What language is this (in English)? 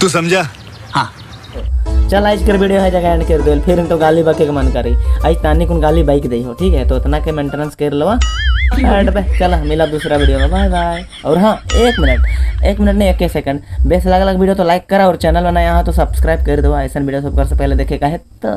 Sadri